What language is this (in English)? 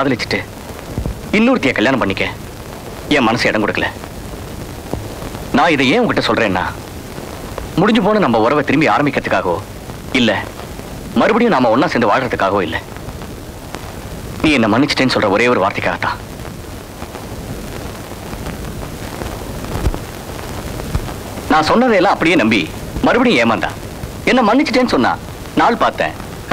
Tamil